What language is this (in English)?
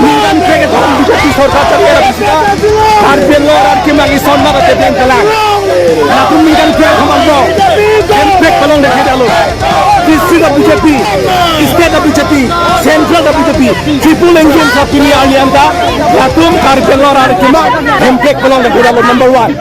Karbi